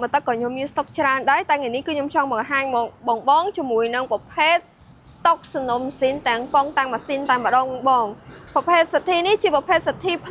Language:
Khmer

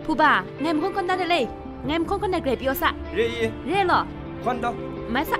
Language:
Kachin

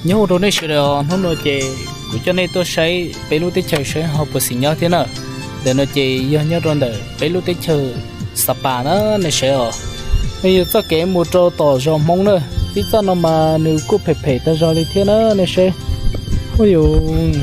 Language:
Hmong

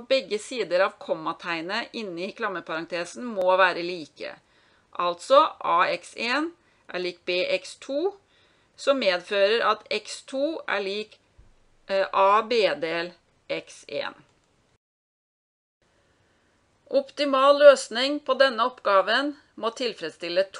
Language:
Norwegian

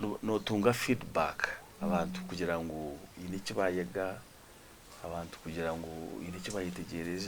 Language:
Nyankole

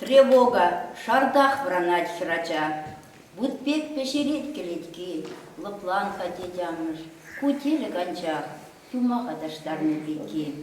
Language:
Chuvash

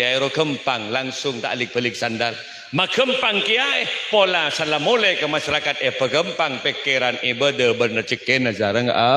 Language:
Madurese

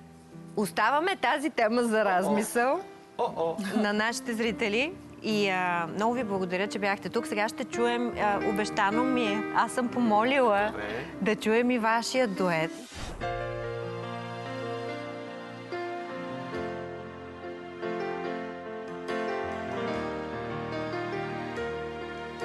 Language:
Bulgarian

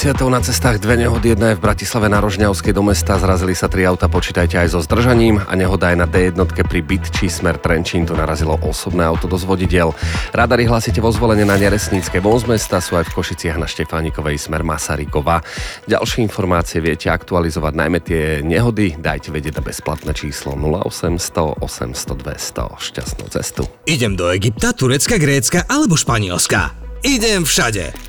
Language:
Slovak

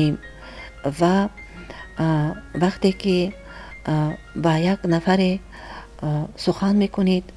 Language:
Tajik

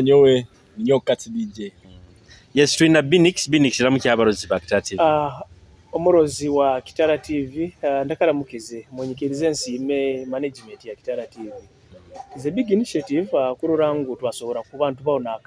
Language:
Nyoro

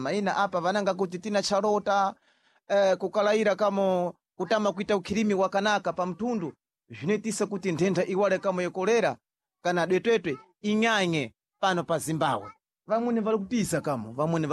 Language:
Sena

